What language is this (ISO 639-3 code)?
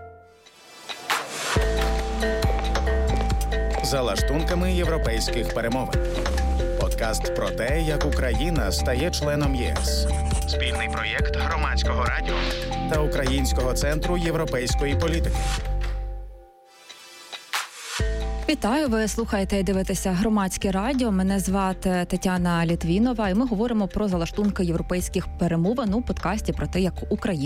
ukr